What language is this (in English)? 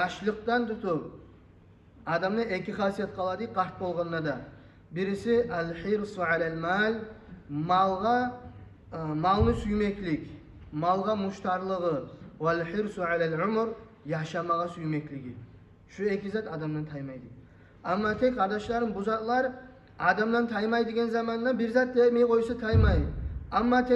Kumyk